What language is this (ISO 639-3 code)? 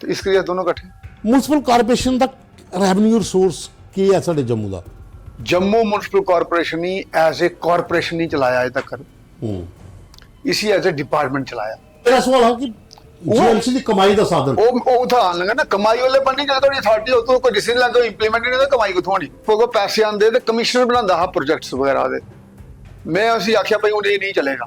doi